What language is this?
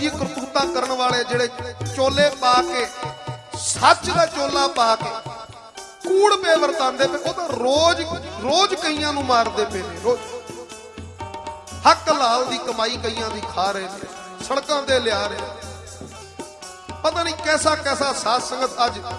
Punjabi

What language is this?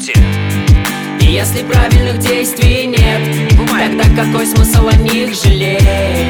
Russian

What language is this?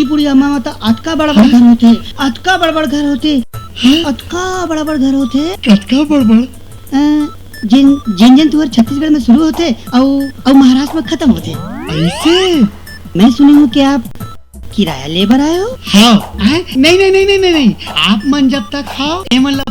Chhattisgarhi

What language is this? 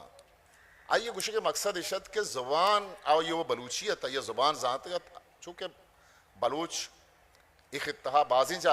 Eastern Balochi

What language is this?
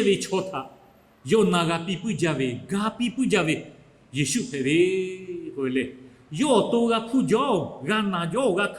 Lahu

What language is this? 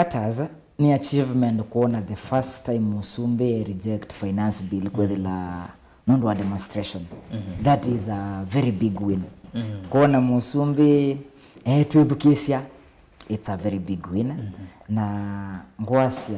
Kamba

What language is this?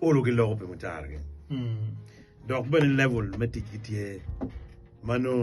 Acoli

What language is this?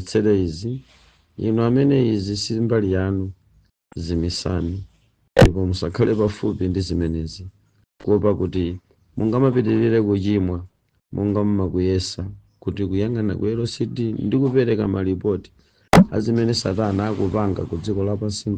Nyanja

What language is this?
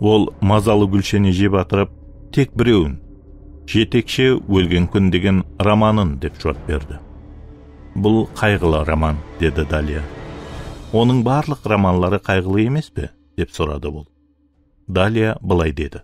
Kara-Kalpak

